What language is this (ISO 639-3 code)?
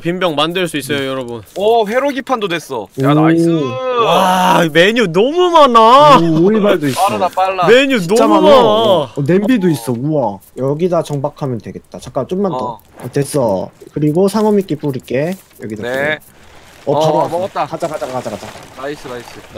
kor